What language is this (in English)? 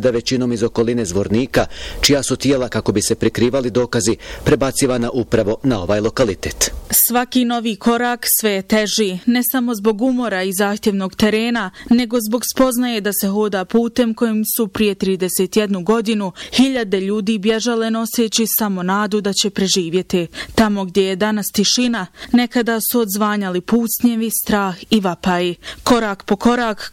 Bosnian